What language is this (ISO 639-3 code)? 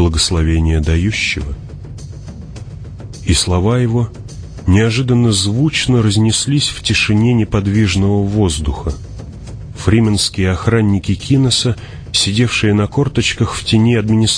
rus